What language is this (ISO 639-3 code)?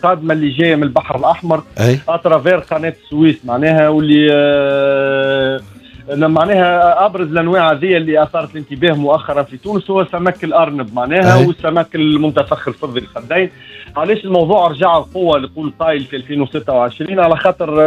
aeb